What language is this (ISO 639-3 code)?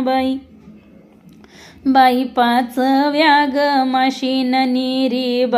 mar